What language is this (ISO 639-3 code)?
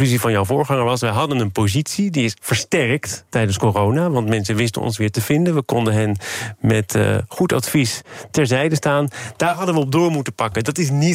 nld